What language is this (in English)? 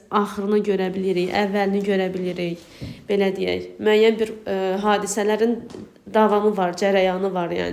Azerbaijani